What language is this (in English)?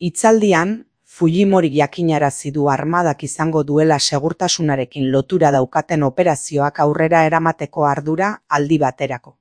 Basque